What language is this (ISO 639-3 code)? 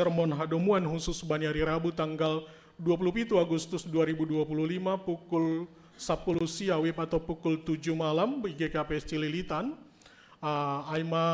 bts